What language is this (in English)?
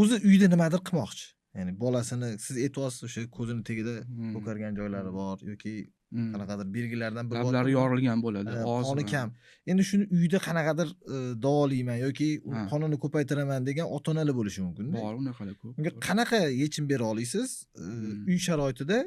Uzbek